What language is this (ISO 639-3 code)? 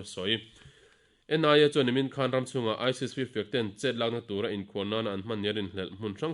lus